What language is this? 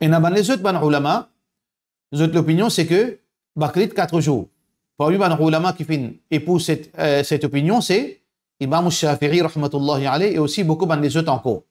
Morisyen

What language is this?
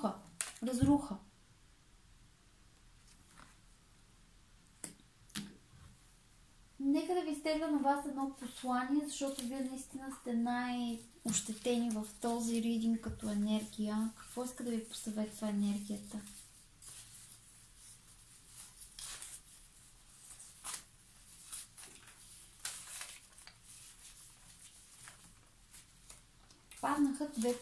Bulgarian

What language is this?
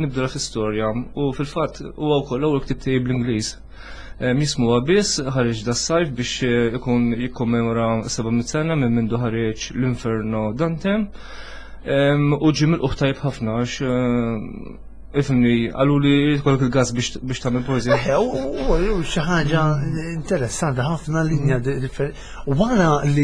Maltese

